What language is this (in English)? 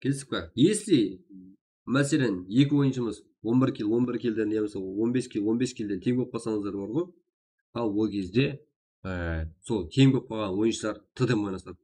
Kara-Kalpak